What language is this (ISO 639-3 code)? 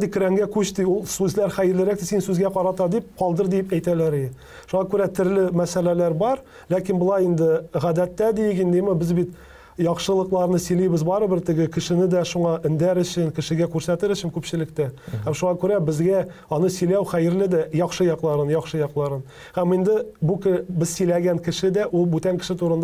tat